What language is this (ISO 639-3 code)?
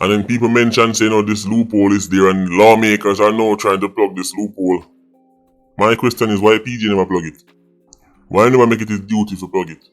jam